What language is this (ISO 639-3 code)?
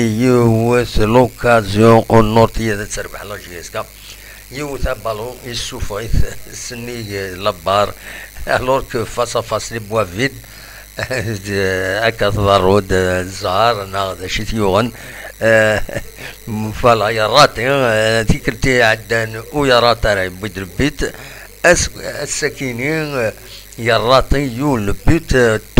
kab